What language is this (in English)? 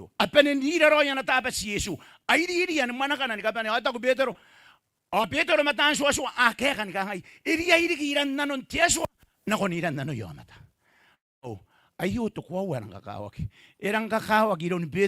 Gilbertese